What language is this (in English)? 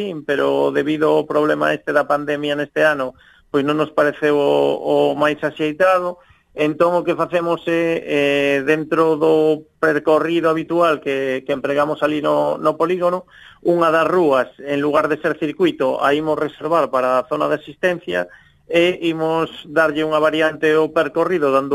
Galician